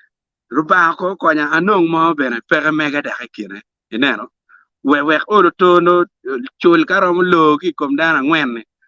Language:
Acoli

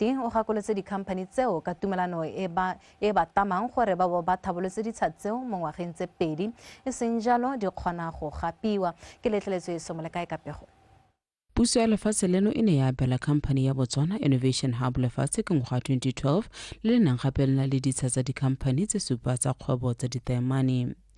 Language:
Tswana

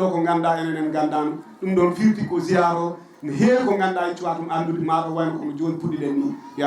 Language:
Fula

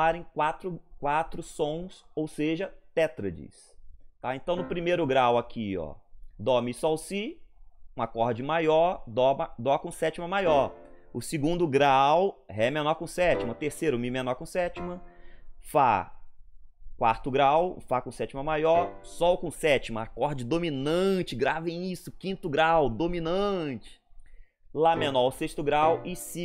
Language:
Portuguese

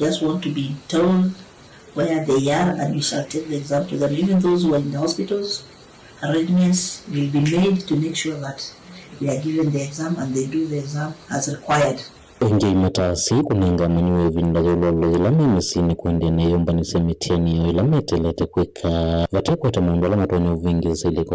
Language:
Kamba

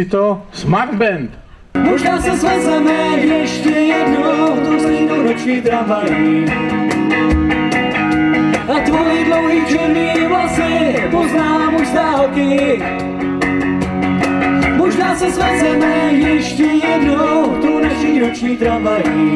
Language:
Czech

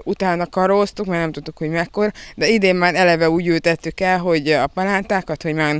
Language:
Hungarian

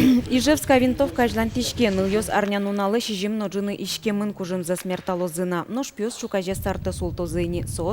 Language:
Udmurt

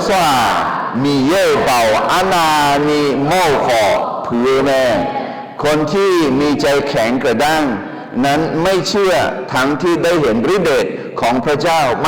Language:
Akha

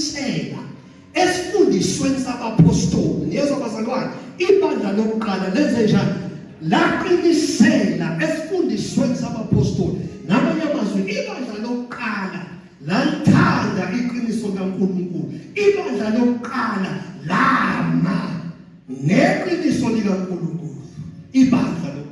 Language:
Zulu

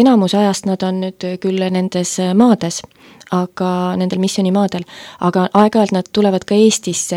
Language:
Estonian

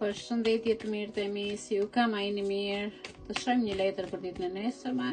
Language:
Albanian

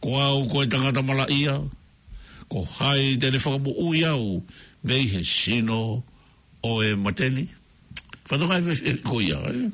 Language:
Tongan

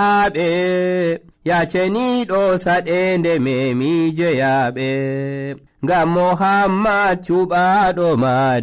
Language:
Nigerian Fulfulde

